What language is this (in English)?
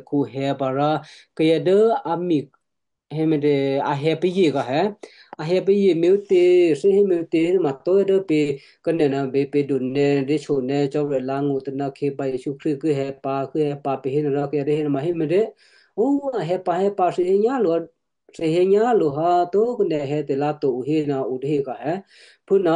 Western Kayah